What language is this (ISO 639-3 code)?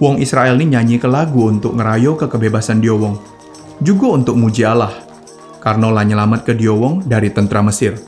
mui